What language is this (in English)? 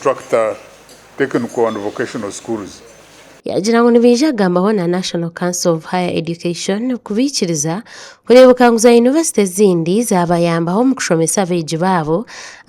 Nyankole